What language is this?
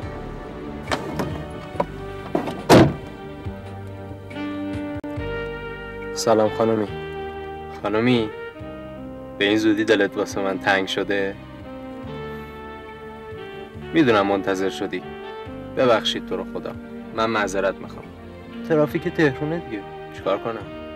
Persian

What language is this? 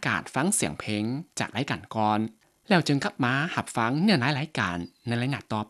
Lao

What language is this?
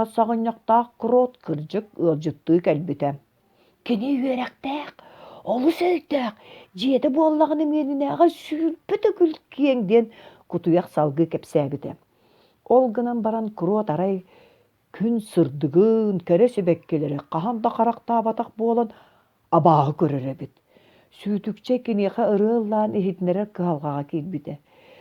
Yakut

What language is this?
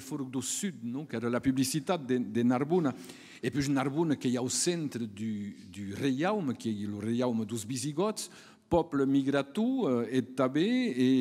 Occitan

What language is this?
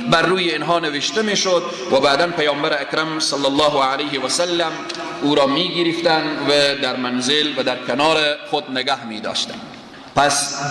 Persian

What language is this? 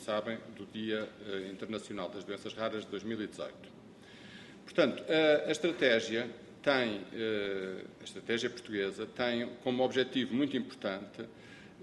Portuguese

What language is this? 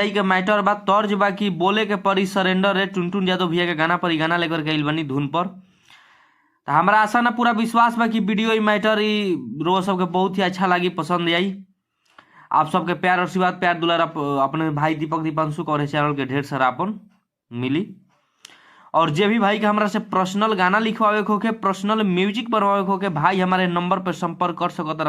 Bhojpuri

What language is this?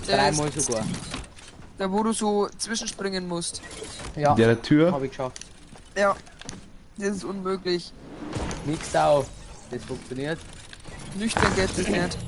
Bavarian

